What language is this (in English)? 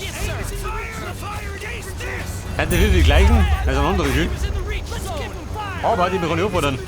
Bavarian